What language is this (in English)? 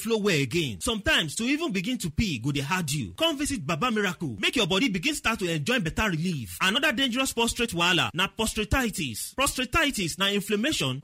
Nigerian Pidgin